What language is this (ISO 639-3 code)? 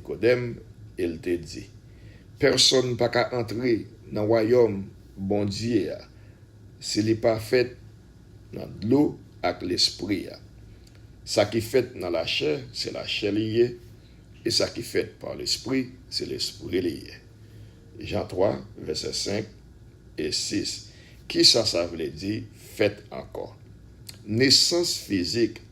hat